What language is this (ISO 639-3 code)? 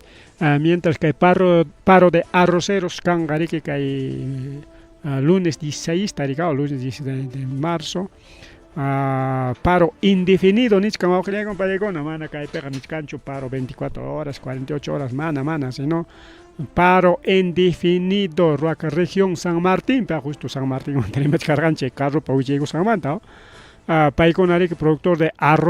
quy